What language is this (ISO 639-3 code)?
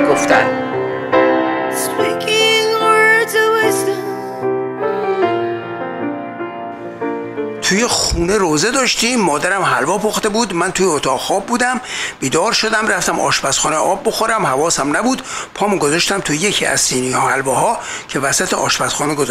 fas